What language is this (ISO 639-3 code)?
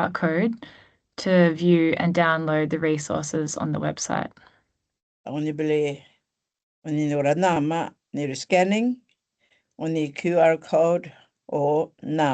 gnn